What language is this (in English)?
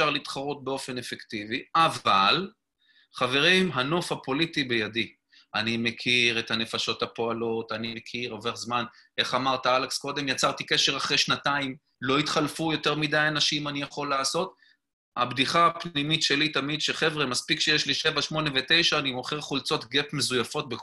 Hebrew